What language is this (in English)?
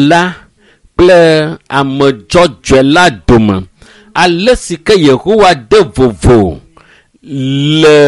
Ewe